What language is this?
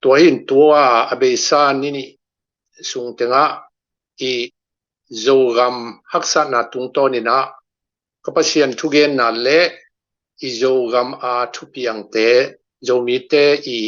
Tedim Chin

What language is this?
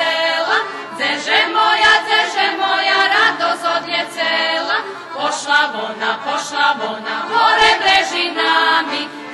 Rusyn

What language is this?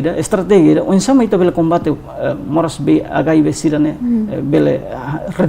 Tetum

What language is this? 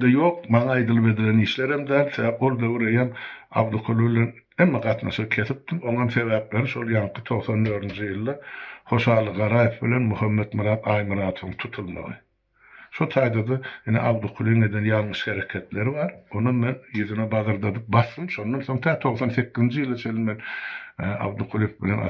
Turkmen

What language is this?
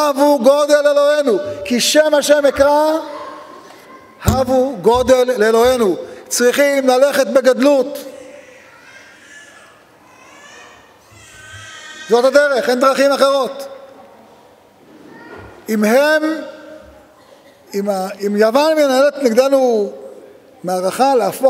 Hebrew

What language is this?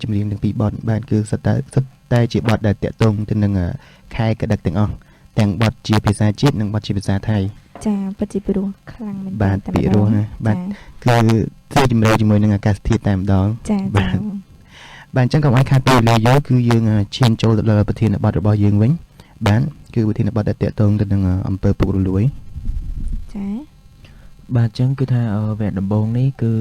Khmer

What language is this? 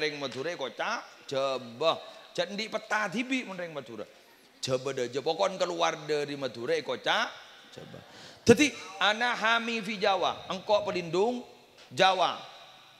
Madurese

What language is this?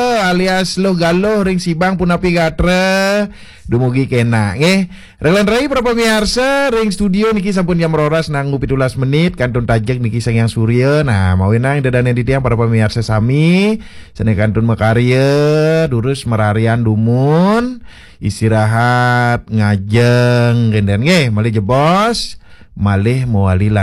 Balinese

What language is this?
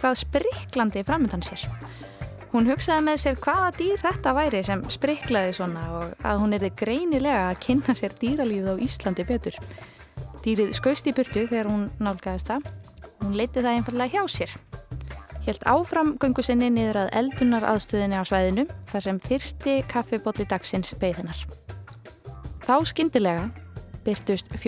Icelandic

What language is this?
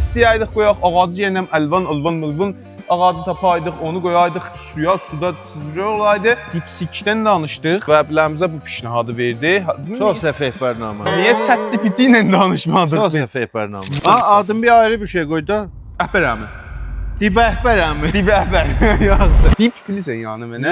South Azerbaijani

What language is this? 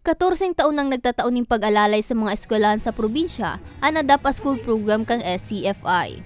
Bikol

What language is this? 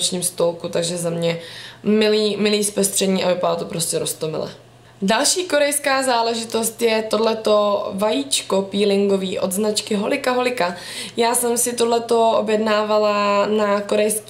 Czech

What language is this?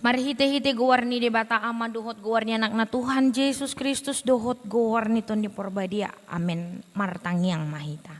Batak Toba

